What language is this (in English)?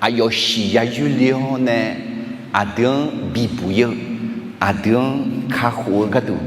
Akha